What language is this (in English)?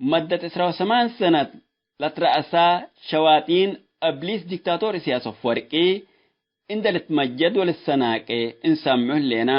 Tigre